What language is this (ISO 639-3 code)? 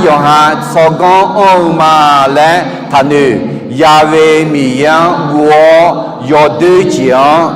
ahk